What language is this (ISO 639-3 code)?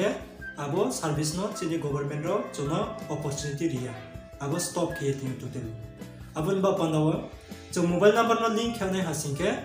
ria